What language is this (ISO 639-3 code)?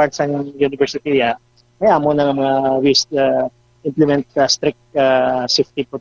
hil